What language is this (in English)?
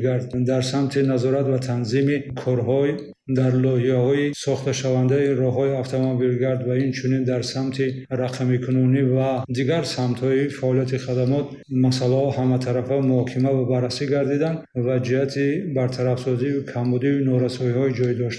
Tajik